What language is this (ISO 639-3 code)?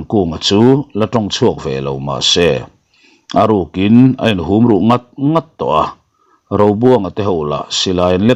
lus